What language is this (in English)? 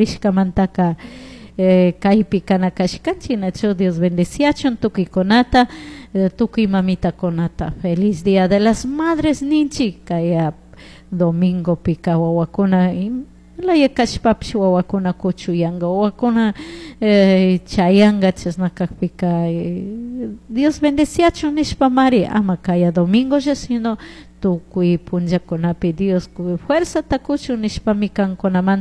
Chimborazo Highland Quichua